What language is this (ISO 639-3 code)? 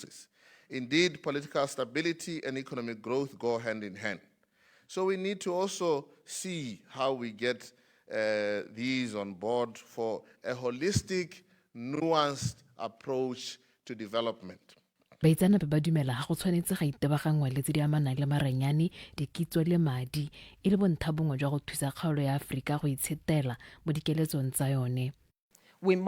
tsn